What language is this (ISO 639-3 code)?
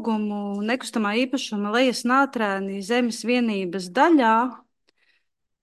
lav